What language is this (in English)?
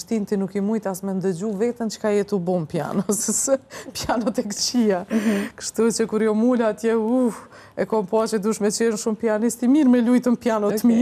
Albanian